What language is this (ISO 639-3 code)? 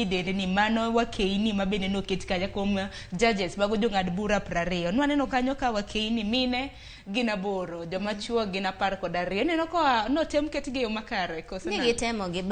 luo